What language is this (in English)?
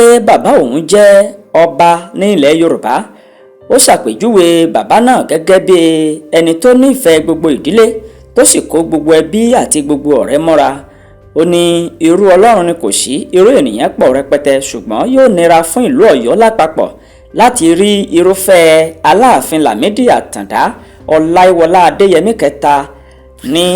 Yoruba